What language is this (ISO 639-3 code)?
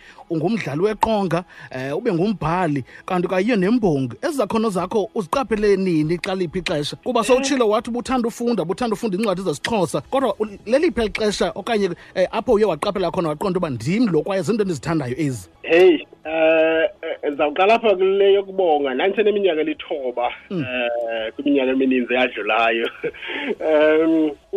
xho